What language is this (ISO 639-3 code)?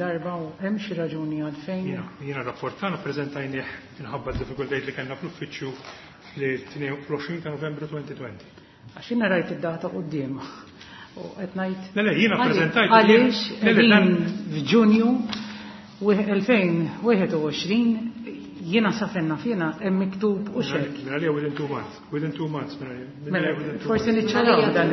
mlt